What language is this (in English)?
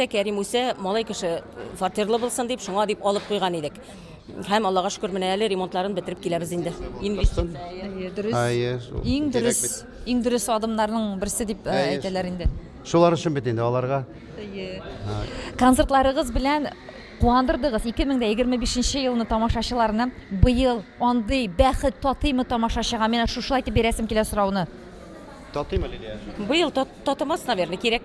Tatar